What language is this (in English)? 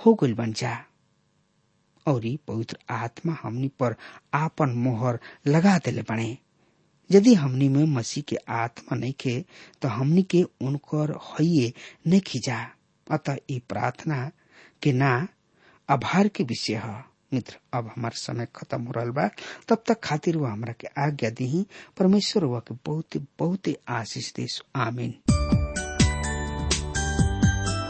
Bhojpuri